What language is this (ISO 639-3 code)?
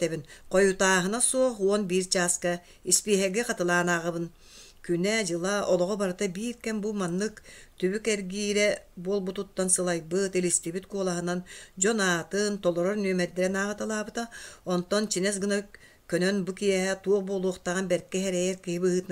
sah